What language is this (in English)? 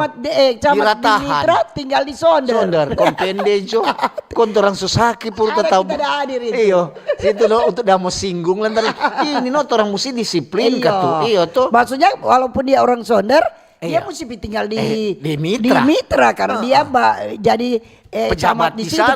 Manado Malay